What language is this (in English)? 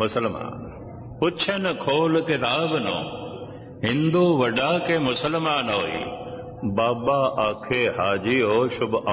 Punjabi